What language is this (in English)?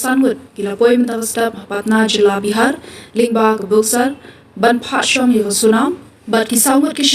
Khasi